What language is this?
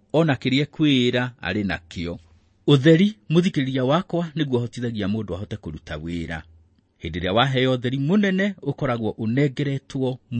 Kikuyu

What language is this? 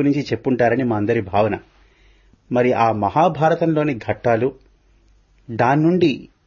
Telugu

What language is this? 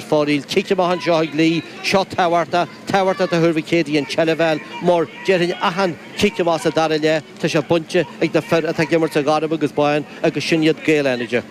Irish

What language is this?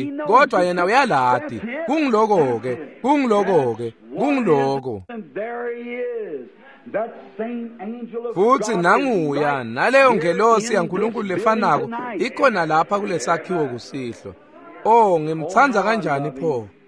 Swati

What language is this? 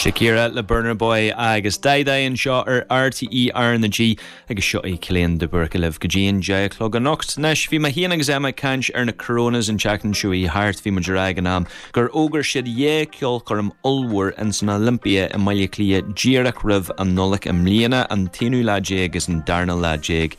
Irish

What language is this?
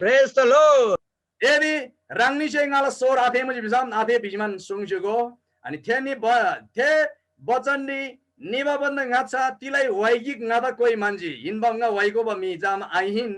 Eastern Tamang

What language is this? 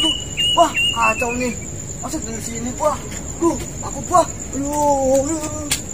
Betawi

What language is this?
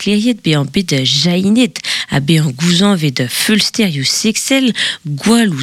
Breton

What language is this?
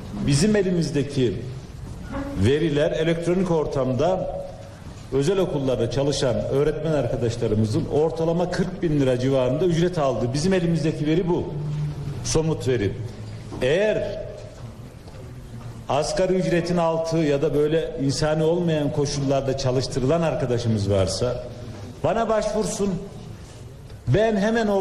Turkish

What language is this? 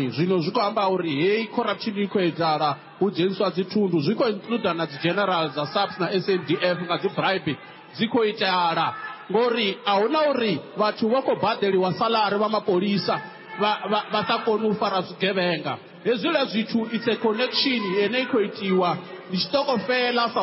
Venda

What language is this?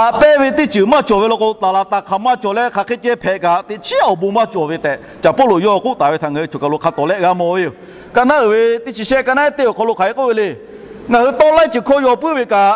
Lahu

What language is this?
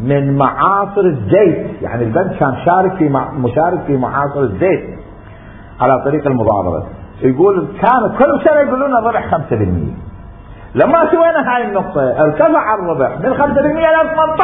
Mesopotamian Arabic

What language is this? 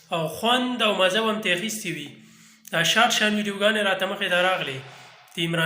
Pashto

